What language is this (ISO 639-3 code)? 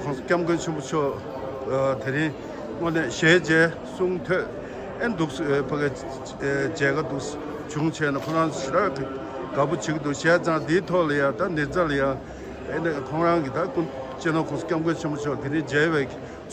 bod